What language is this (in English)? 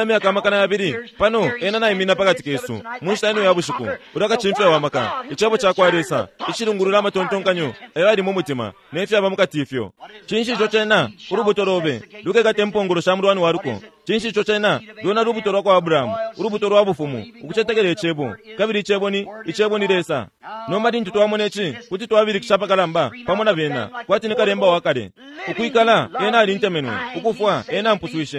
Bemba